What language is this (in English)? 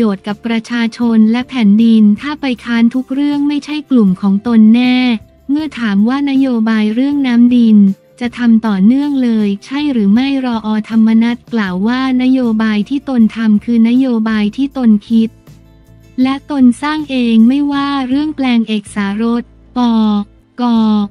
Thai